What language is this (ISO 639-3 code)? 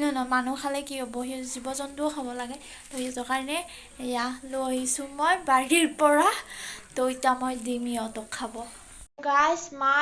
asm